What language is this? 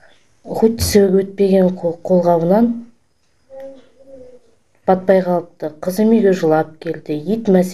Kazakh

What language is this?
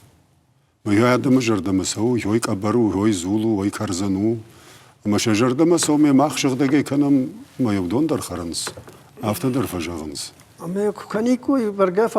Ossetic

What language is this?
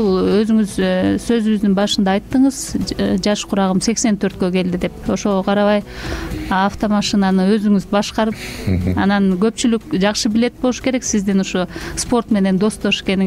Kyrgyz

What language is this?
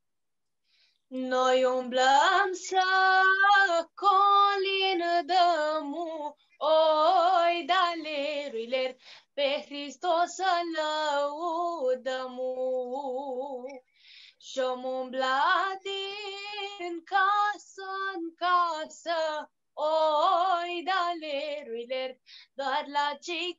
Romanian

